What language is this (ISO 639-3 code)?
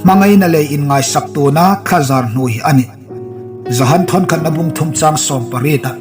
hmr